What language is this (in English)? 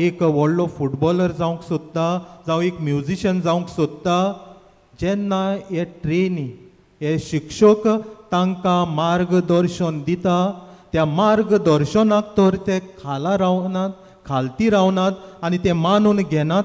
Konkani